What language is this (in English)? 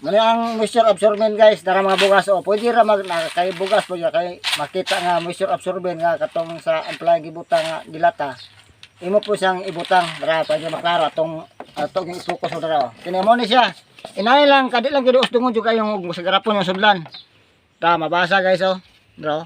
Cebuano